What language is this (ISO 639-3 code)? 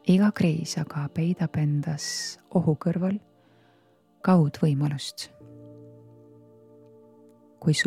est